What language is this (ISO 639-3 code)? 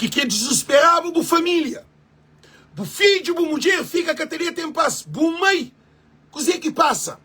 kea